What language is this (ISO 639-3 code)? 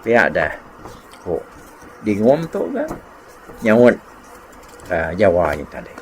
iba